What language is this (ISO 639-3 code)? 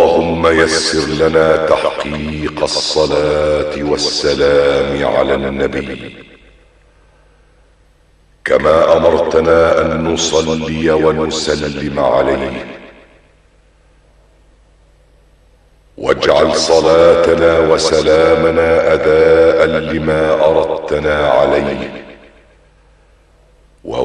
ara